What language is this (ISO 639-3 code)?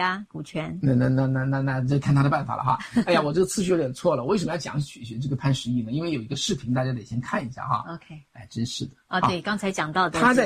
zho